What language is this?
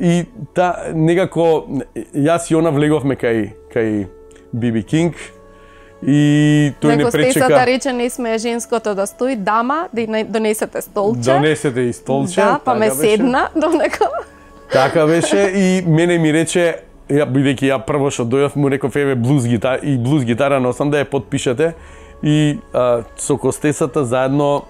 Macedonian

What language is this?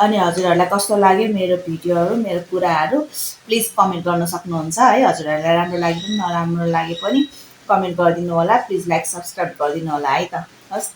Nepali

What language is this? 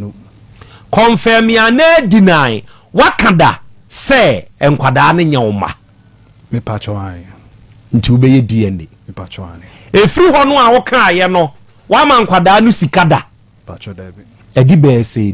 Akan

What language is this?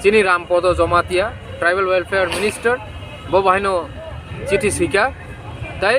Kok Borok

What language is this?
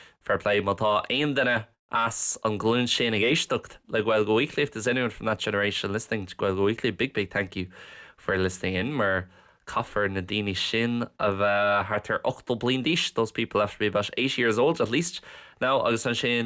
Irish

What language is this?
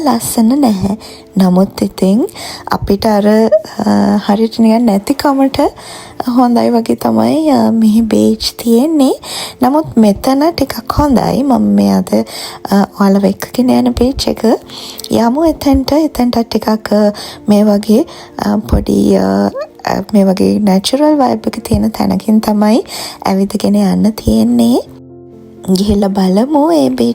Sinhala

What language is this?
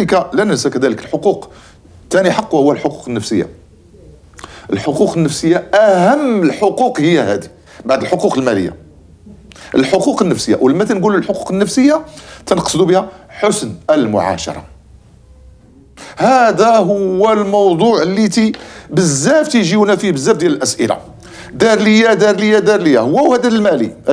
Moroccan Arabic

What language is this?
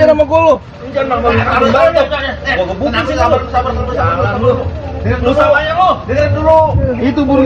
Betawi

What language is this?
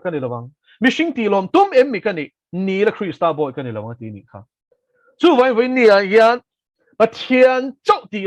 Mizo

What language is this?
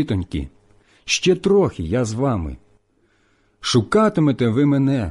Ukrainian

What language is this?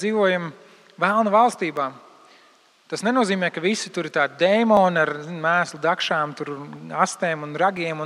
Latvian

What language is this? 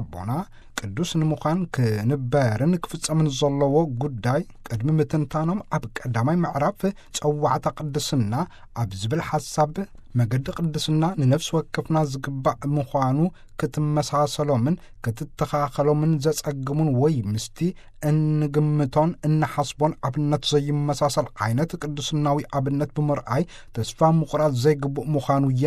Tigrinya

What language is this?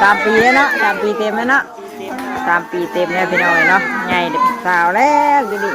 Northeastern Thai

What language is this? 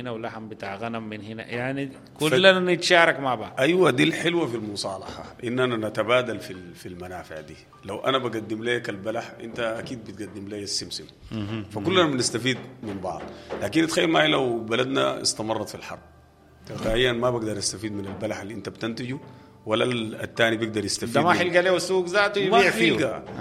Sudanese Arabic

